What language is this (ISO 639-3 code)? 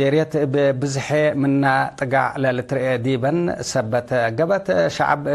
tig